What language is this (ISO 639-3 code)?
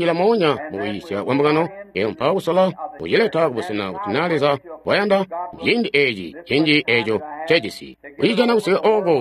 toi